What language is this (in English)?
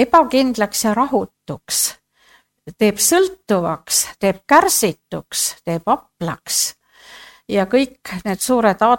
Estonian